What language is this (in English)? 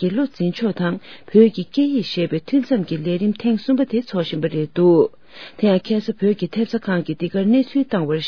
Tibetan